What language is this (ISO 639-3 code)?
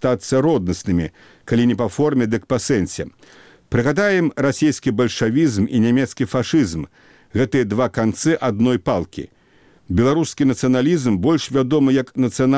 bel